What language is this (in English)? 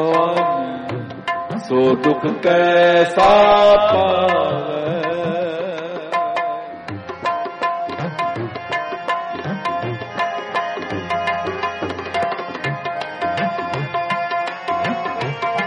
Punjabi